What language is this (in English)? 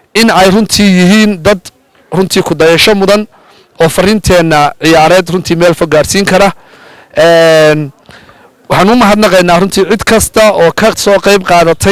Somali